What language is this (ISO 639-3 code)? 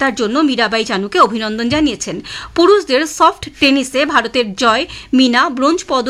ben